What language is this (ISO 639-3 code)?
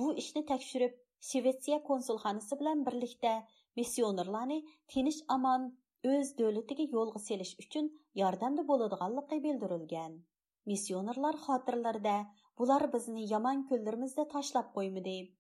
uig